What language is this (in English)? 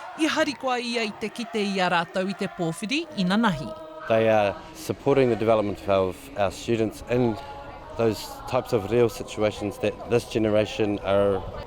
Māori